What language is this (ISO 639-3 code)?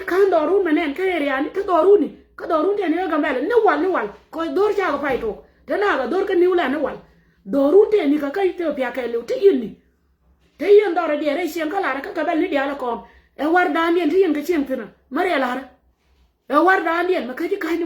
nus